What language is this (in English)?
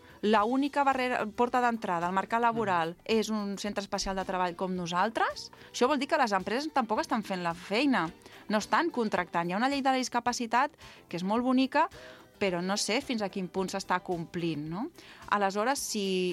Catalan